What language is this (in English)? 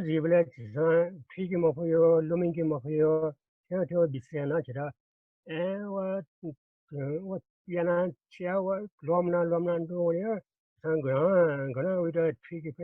Newari